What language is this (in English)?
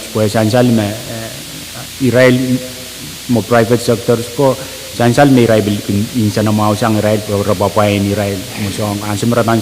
Pohnpeian